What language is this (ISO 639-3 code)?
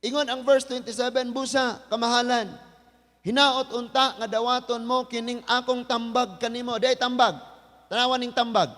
ceb